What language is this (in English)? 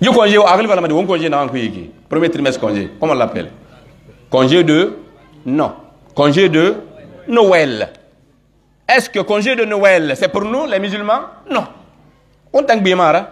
Pular